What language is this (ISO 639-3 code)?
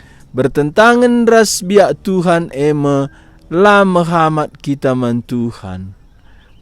btx